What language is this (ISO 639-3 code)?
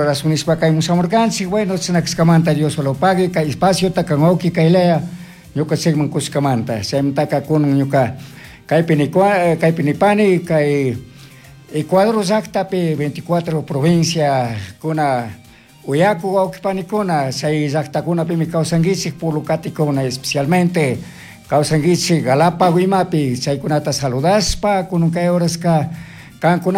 qug